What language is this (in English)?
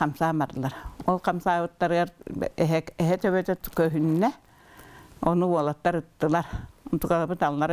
Yakut